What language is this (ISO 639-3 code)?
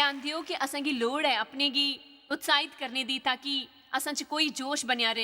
doi